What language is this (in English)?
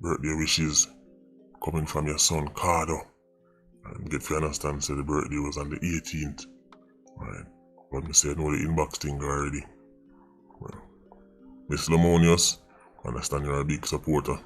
Jamaican Creole English